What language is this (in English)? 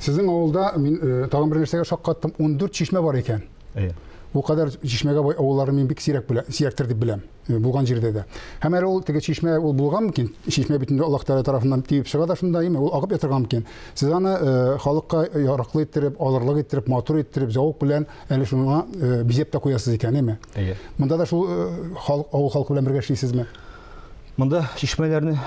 Tatar